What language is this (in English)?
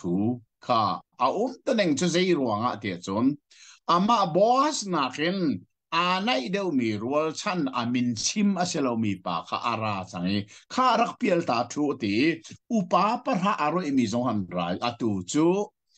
Hakha Chin